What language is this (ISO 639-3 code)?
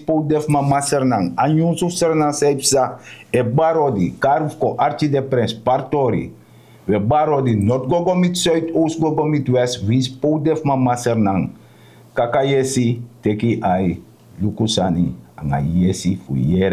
srn